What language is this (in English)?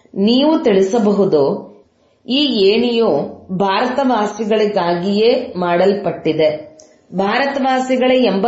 Kannada